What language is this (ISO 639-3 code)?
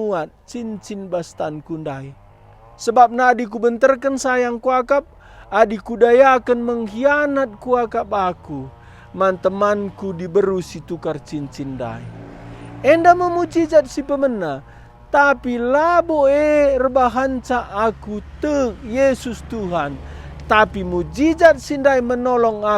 btx